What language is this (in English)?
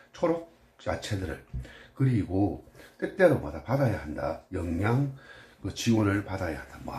Korean